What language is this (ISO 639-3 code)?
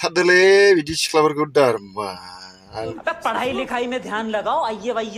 brx